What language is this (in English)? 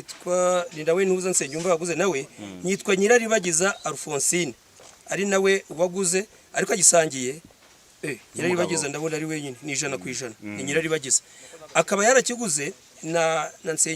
Kinyarwanda